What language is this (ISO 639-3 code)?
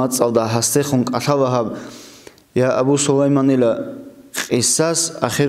ava